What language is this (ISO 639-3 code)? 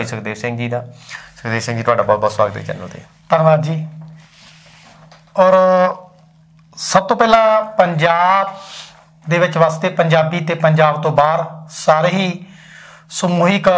pan